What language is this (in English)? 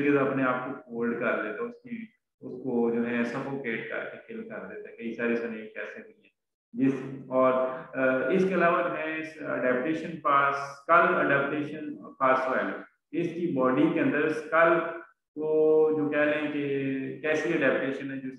Hindi